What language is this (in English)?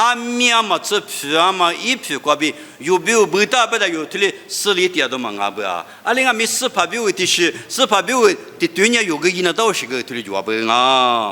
Lisu